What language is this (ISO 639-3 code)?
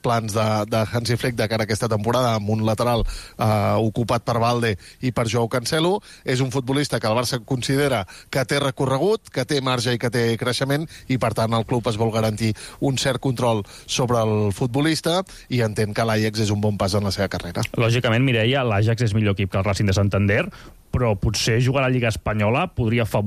cat